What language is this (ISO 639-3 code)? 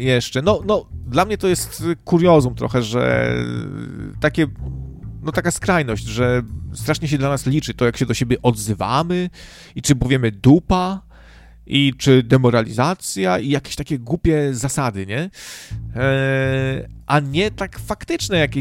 pol